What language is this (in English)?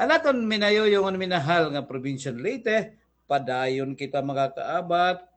Waray